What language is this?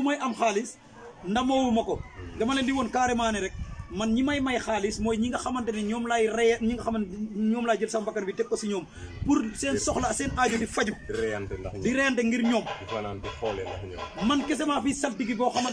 Wolof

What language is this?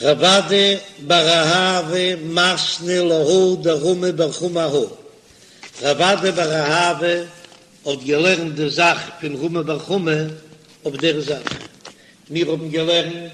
Yiddish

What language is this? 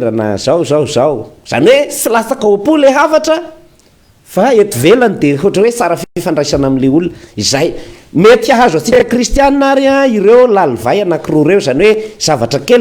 Malagasy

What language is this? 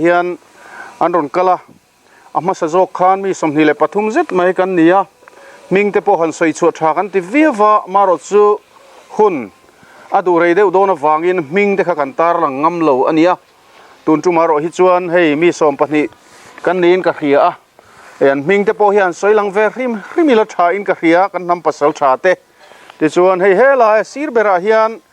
Mizo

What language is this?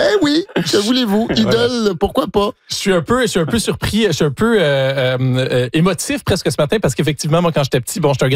French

